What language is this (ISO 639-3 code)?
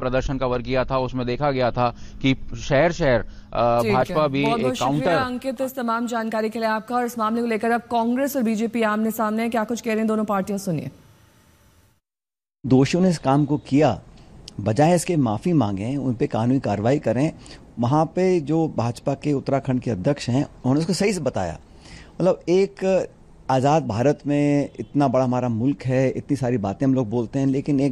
hin